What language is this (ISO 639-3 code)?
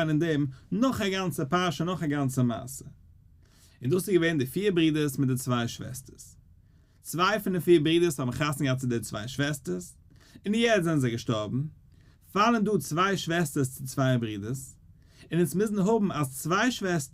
yid